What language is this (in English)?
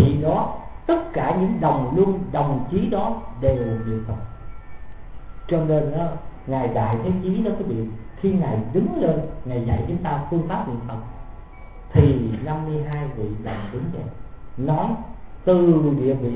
Vietnamese